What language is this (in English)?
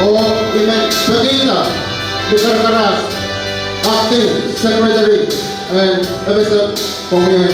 Pohnpeian